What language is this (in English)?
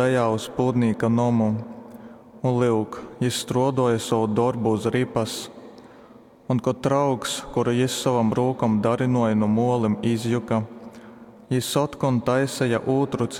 Latgalian